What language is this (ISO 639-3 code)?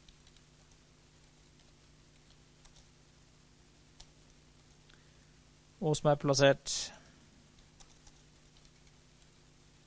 nor